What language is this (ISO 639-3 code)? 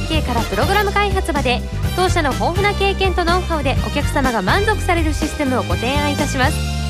jpn